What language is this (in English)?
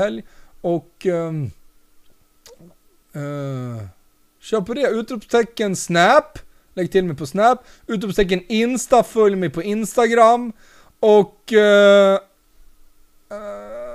Swedish